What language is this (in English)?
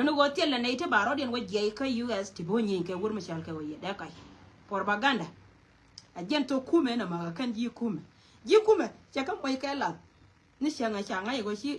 Nuer